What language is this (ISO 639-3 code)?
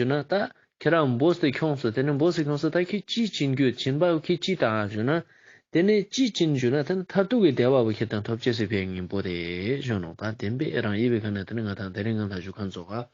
lbj